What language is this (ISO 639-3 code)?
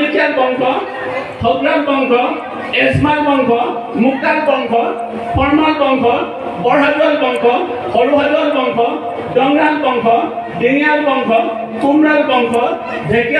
asm